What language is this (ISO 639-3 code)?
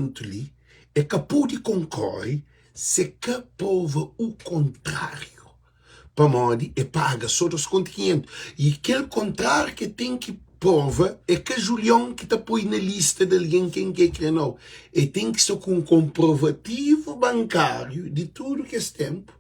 kea